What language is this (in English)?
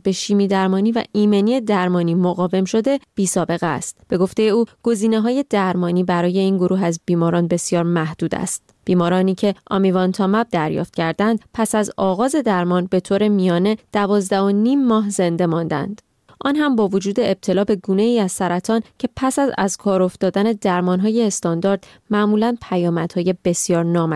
Persian